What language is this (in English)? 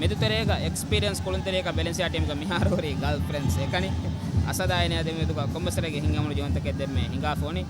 Divehi